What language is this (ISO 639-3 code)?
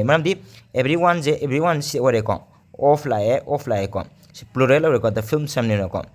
mni